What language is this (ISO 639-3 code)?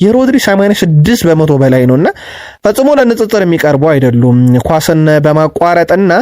amh